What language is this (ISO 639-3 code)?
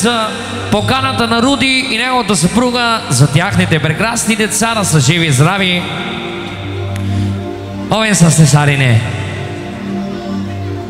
bul